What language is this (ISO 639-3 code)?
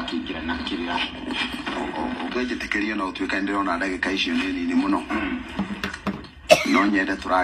kik